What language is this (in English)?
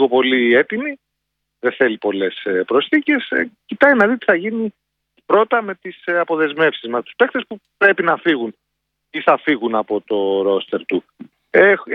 Greek